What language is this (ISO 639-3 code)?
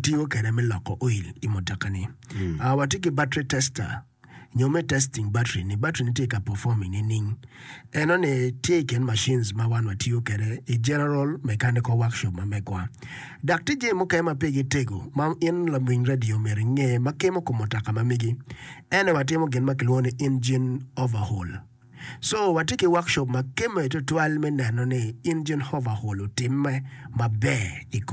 ach